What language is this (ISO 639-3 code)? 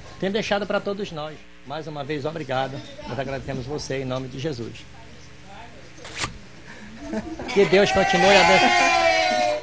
por